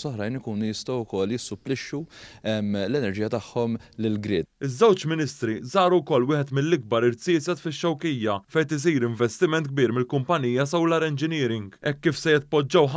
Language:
Maltese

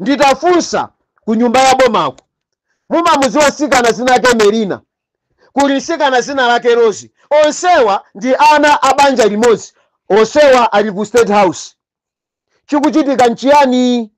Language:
Nyanja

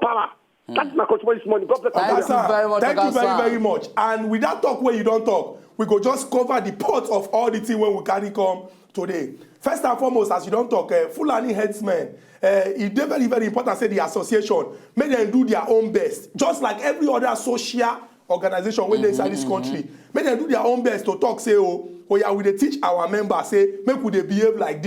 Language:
Nigerian Pidgin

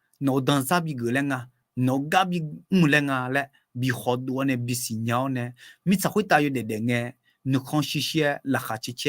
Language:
Akha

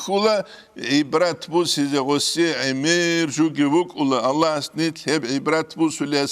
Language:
Avaric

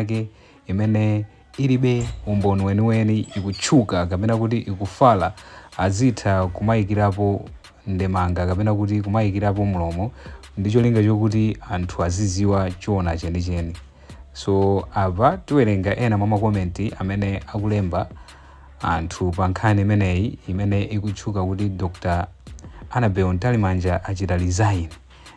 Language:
Nyanja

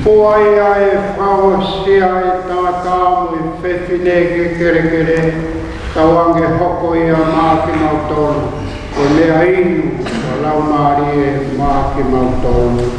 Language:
Tongan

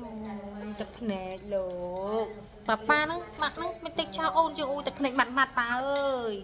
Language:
Khmer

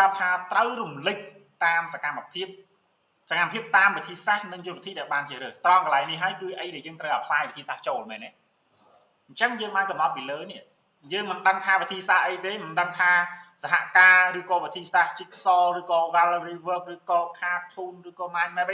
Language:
Khmer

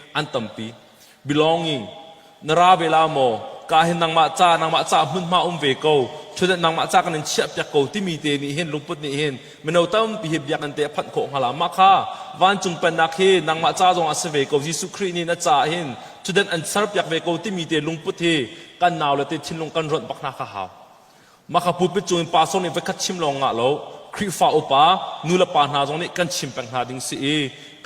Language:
Hakha Chin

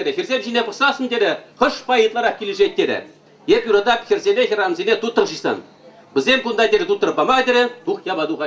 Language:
Chuvash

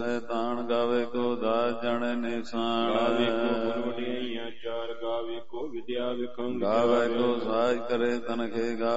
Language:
Punjabi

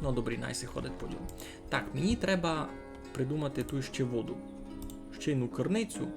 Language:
Rusyn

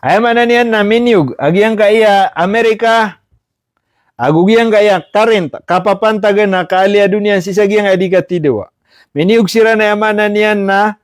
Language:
Maranao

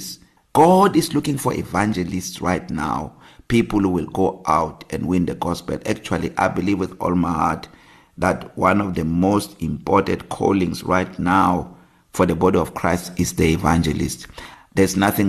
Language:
English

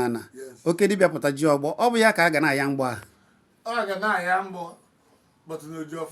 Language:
Igbo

